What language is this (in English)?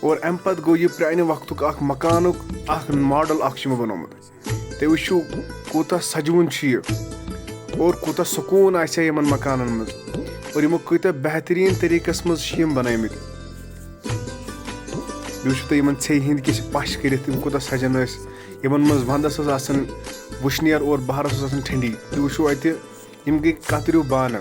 Kashmiri